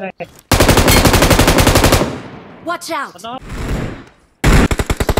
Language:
Hindi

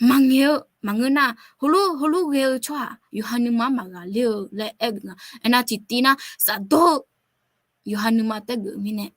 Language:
Akha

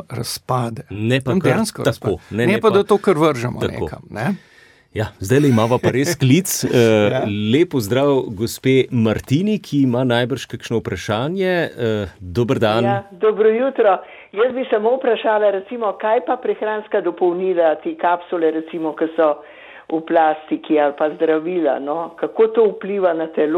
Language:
Slovenian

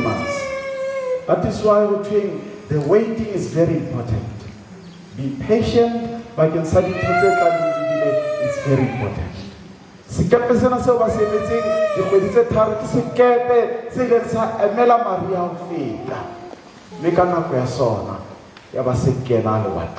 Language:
Southern Sotho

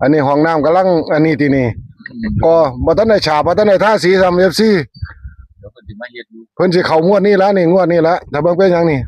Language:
Northeastern Thai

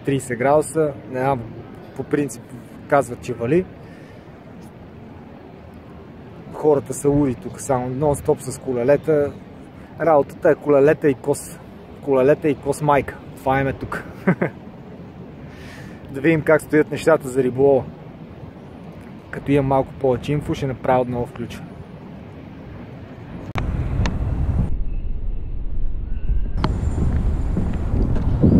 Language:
Bulgarian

